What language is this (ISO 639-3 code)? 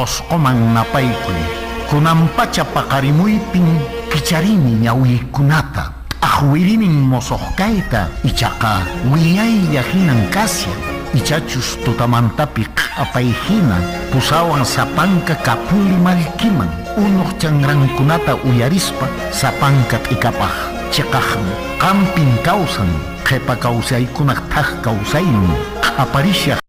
que